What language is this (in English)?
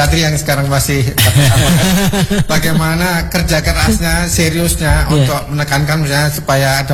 Indonesian